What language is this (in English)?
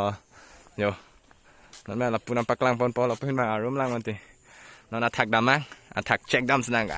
Karbi